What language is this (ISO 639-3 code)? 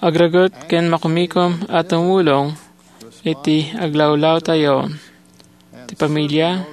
ilo